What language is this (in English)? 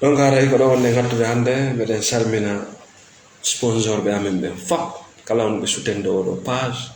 Fula